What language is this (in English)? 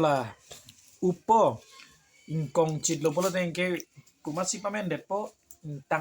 Karbi